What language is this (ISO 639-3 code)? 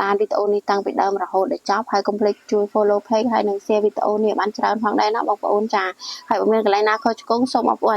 khm